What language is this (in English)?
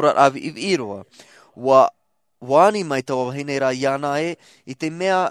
Tahitian